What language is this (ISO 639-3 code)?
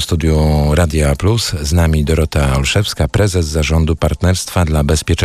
pol